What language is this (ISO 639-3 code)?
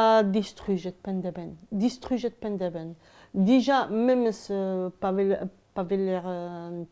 bre